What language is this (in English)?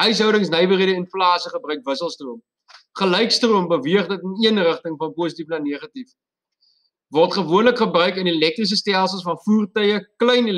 Afrikaans